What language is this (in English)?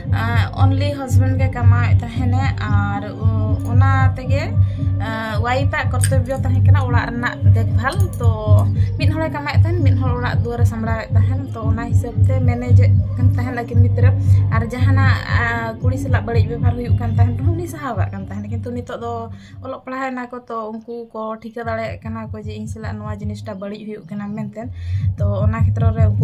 Santali